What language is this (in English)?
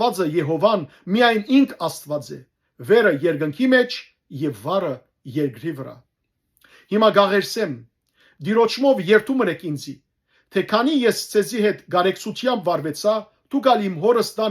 Western Armenian